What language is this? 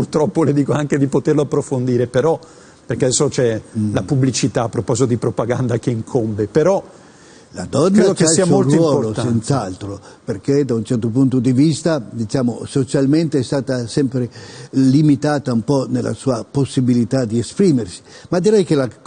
Italian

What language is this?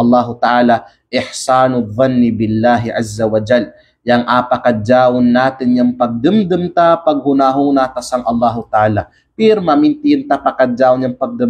Kalagan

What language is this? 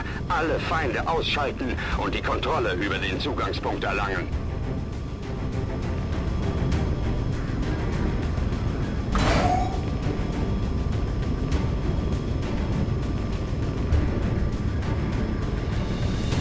German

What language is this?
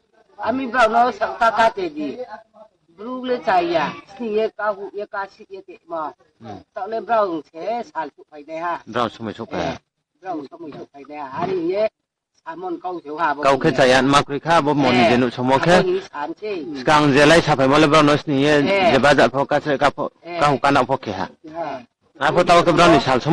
Riang (India)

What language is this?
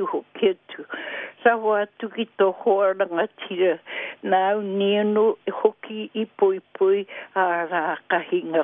Māori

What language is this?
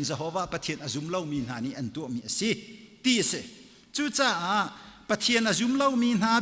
Hakha Chin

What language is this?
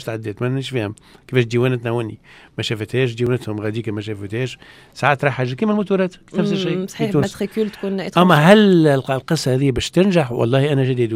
Tunisian Arabic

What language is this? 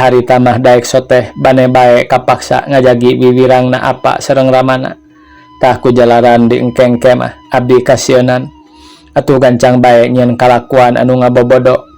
Sundanese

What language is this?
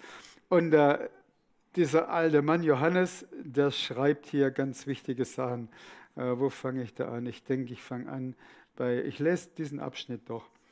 Swiss German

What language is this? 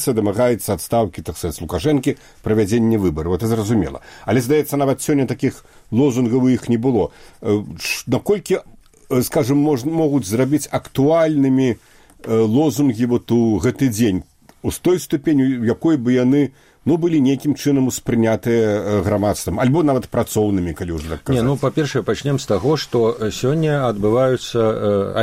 Belarusian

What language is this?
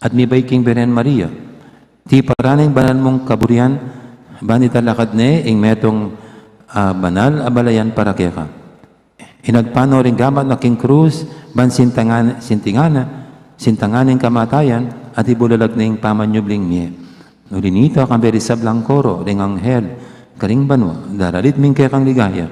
Pampanga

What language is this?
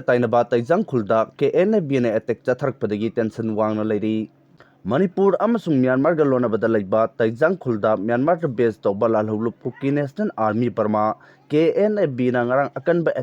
Manipuri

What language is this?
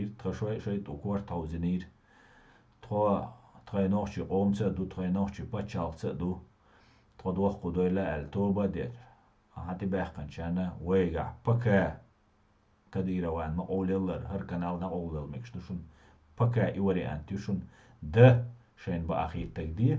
Chechen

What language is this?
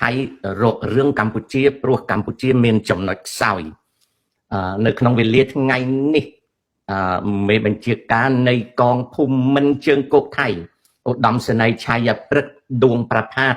Khmer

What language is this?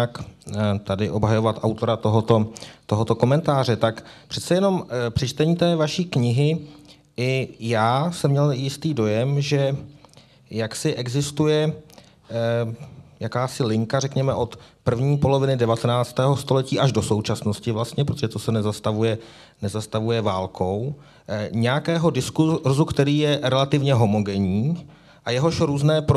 Czech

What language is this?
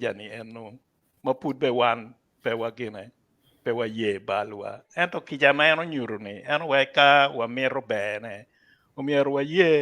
Acoli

